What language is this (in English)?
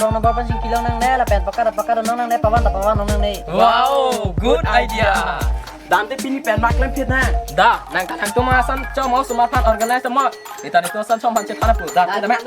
Karbi